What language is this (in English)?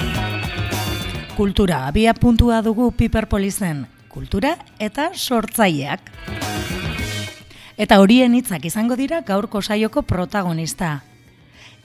Basque